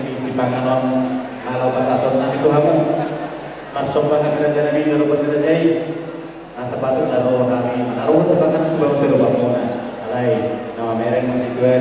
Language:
Batak Toba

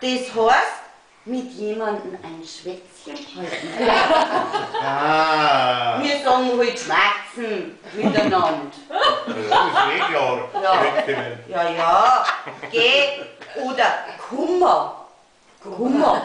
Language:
Bavarian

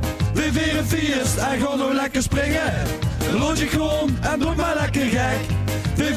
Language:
Limburgish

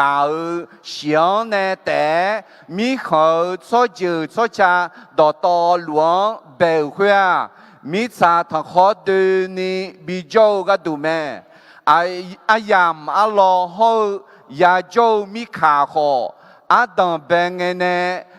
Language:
Akha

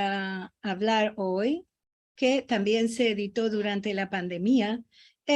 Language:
Ladino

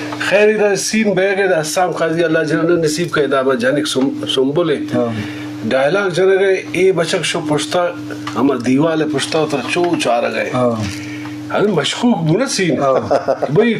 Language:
Eastern Balochi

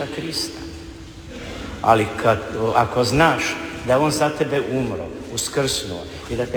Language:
Croatian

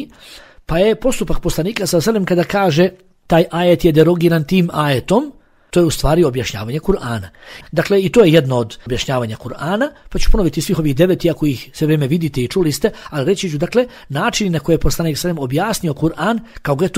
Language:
Bosnian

